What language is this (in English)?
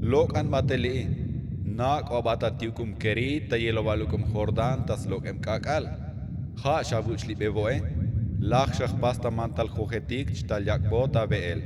Tzotzil